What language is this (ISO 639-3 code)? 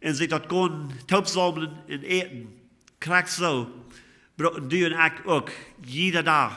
pdt